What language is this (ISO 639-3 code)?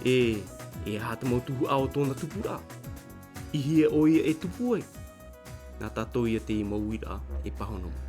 tah